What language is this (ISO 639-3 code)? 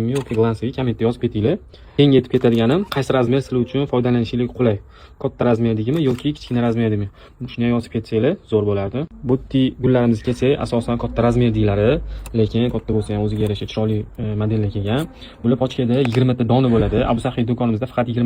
uzb